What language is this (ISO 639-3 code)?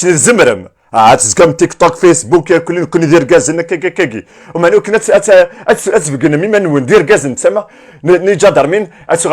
kab